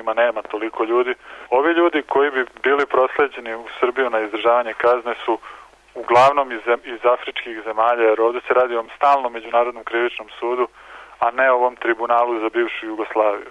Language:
Serbian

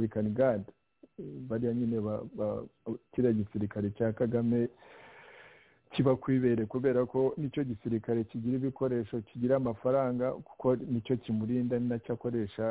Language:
Kinyarwanda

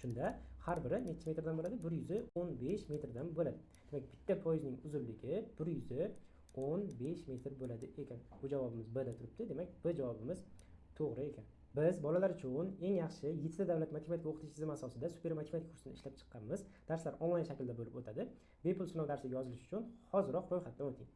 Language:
Uzbek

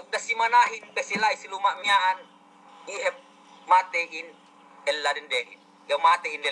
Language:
Yakan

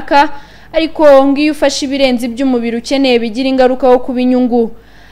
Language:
Kinyarwanda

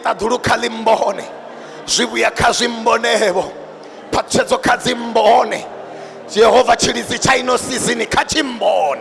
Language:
Venda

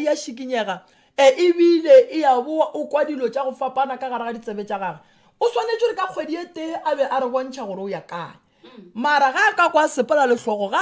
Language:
Northern Sotho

